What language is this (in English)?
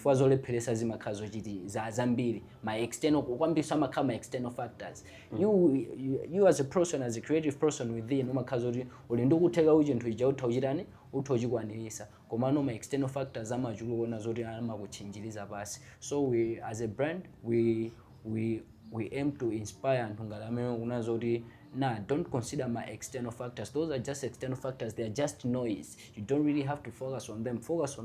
Nyanja